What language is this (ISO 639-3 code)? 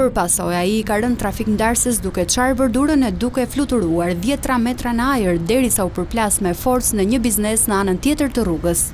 sqi